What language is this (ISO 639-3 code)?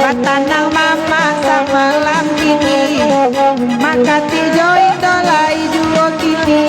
min